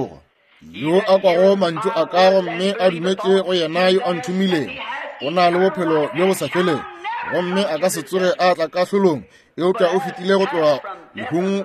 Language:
Northern Sotho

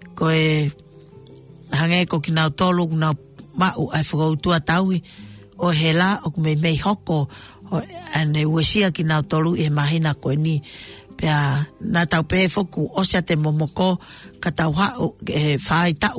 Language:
Tongan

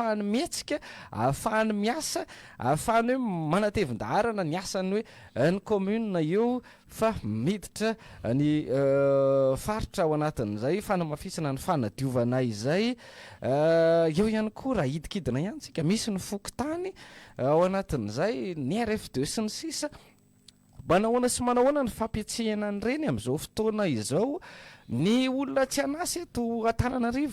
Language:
Malagasy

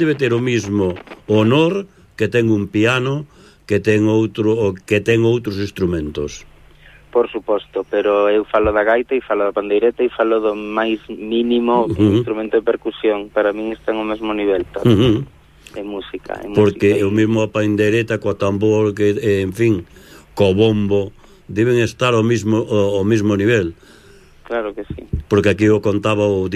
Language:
Galician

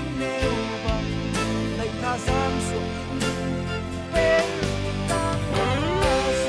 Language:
Falam Chin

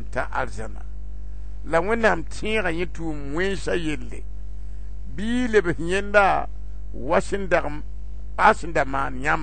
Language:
Mossi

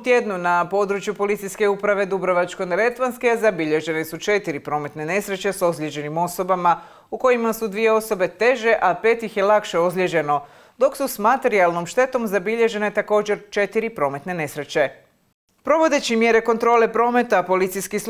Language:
Croatian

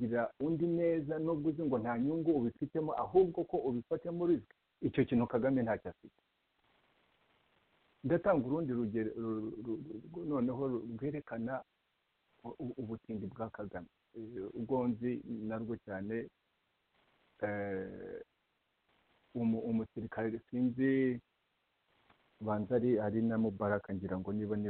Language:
Kinyarwanda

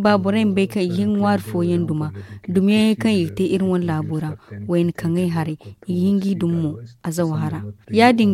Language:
Zarma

